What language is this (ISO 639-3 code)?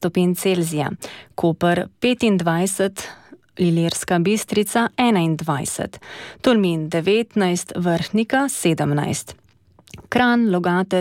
slv